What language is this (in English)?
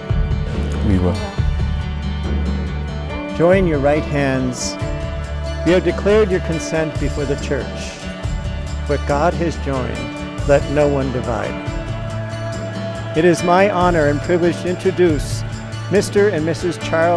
English